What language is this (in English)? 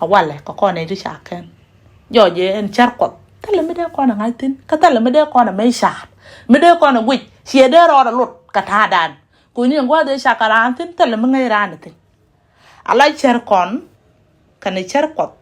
Nuer